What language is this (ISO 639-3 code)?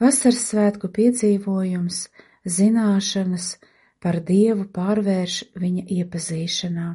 lav